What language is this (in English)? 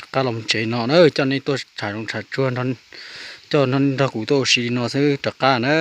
Hmong